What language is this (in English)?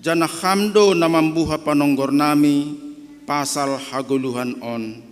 Batak Simalungun